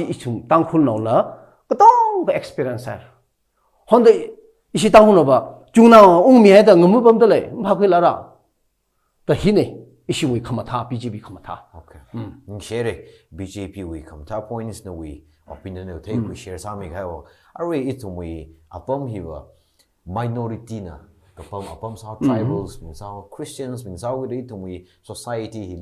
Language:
Tangkhul Naga (India)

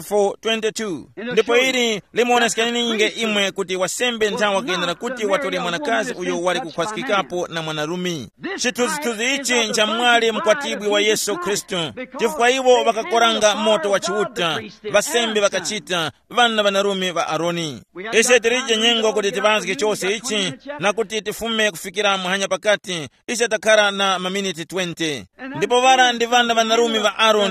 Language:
Tumbuka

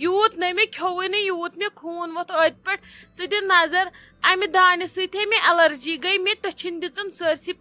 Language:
Kashmiri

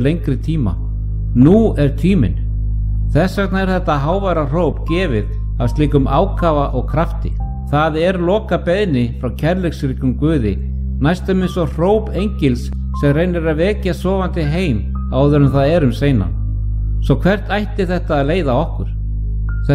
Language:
Icelandic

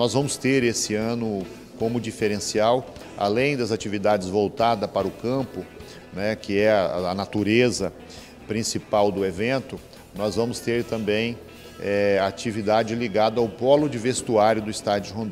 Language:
Portuguese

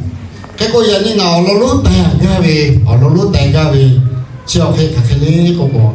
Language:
Lahu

